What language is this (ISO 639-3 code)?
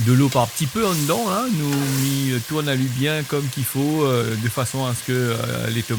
rcf